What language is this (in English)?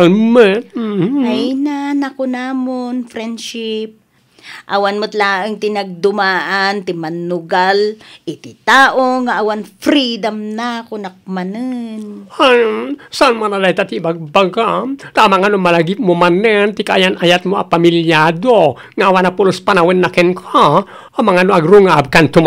Iloko